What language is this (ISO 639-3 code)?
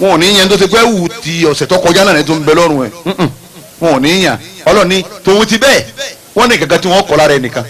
yor